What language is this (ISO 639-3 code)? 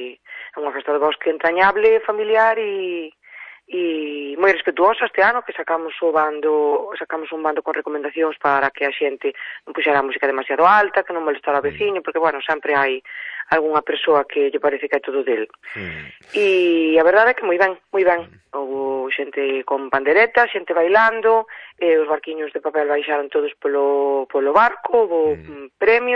glg